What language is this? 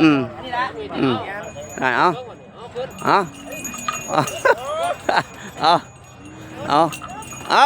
Northeastern Thai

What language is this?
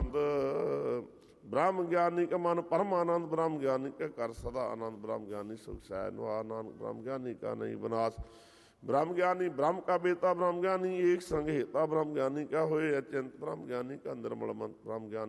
Punjabi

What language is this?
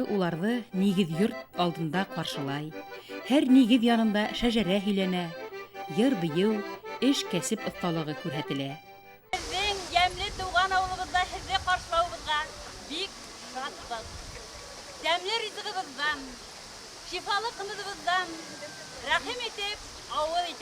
Bashkir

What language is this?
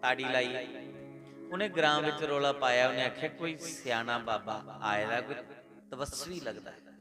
Dogri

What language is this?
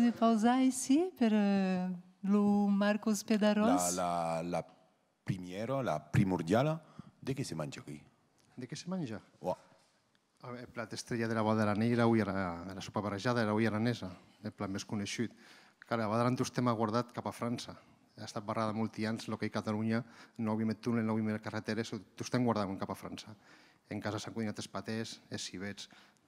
Occitan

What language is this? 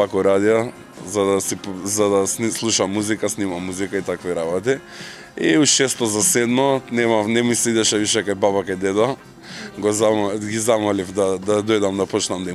Macedonian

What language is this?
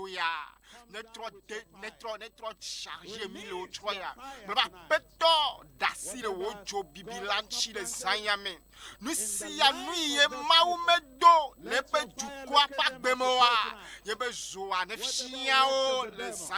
Ewe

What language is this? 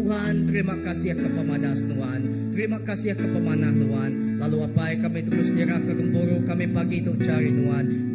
Iban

